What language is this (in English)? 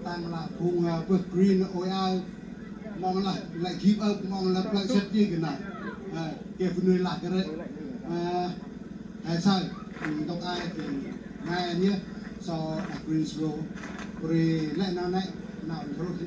Central Mnong